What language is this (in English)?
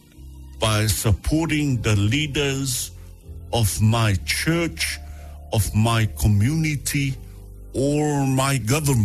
Samoan